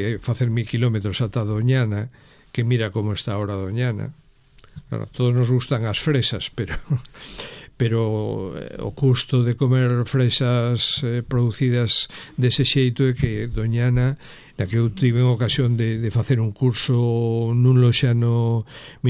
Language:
Galician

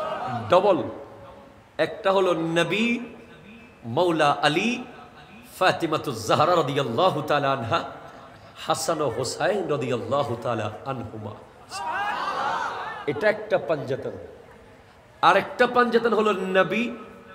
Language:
Bangla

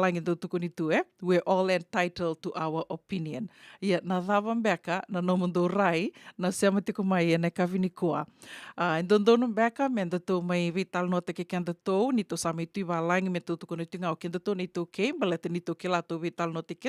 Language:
Fijian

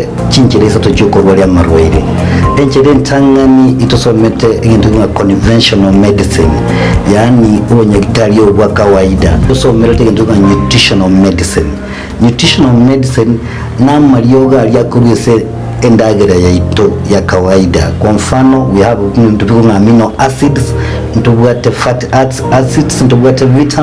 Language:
Gusii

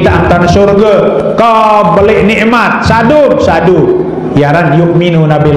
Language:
Sasak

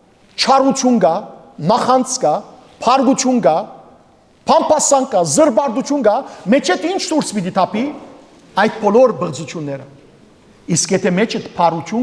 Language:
Western Armenian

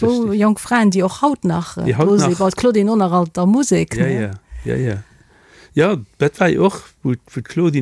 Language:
Luxembourgish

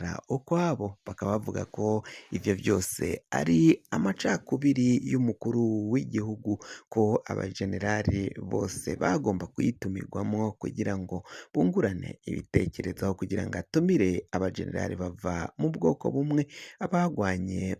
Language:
Rundi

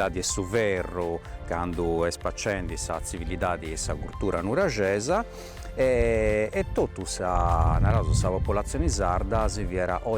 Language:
Sardinian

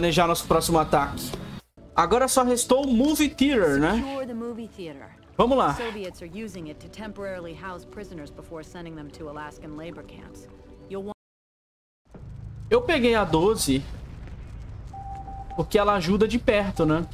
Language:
Portuguese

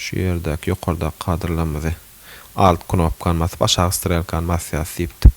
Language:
Turkmen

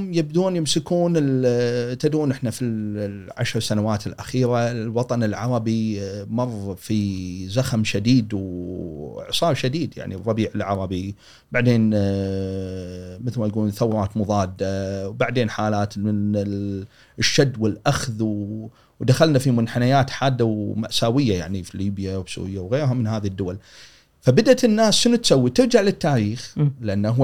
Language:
Gulf Arabic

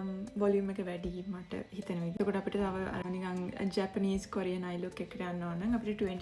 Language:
Sinhala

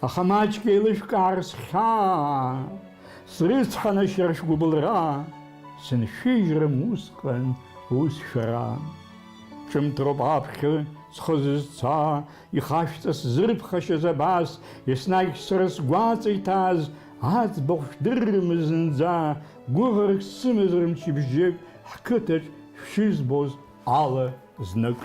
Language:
Abkhazian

